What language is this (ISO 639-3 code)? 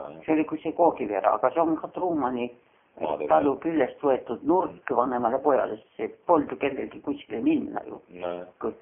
est